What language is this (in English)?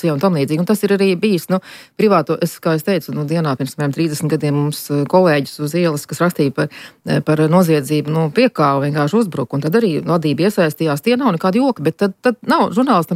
Latvian